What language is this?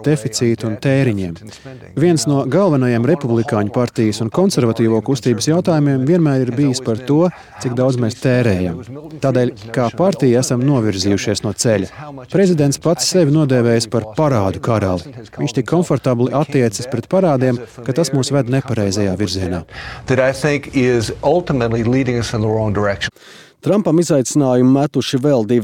Latvian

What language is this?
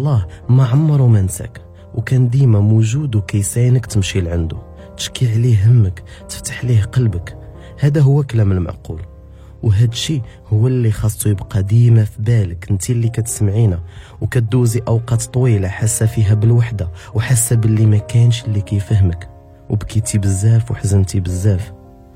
Moroccan Arabic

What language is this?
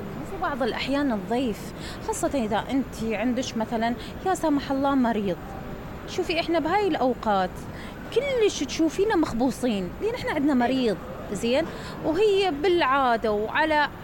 Mesopotamian Arabic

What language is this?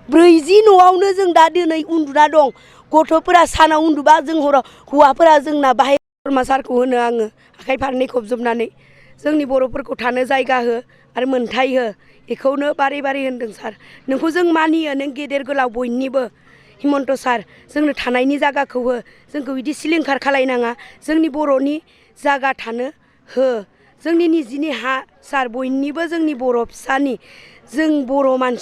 Bodo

